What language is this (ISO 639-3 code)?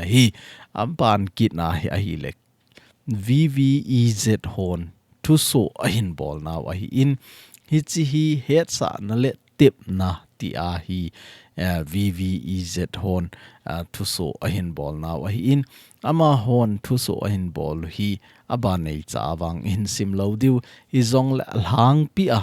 tcz